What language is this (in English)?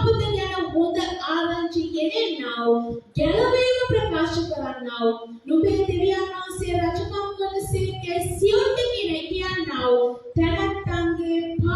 Sinhala